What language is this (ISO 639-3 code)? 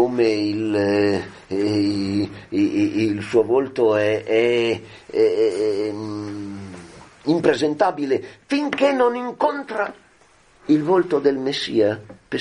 ita